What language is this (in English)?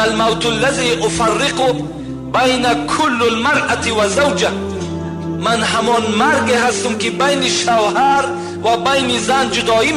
Tajik